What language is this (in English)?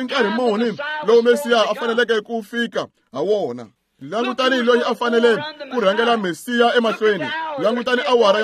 Tsonga